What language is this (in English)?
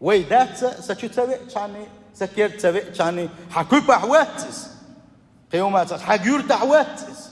Chechen